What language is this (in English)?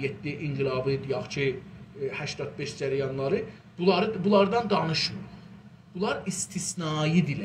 South Azerbaijani